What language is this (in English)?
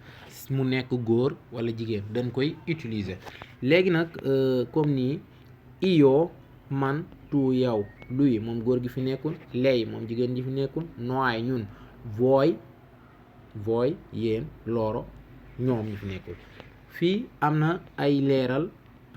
Wolof